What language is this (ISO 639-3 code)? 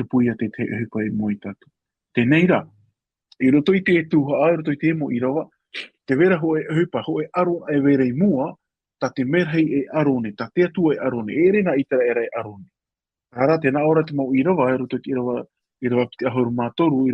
tah